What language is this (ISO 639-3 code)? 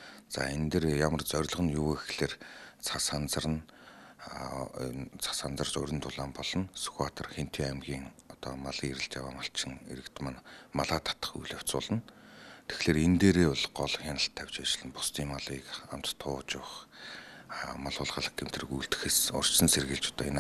mon